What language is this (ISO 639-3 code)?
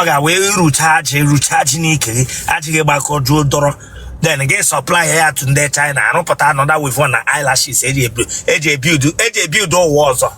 ibo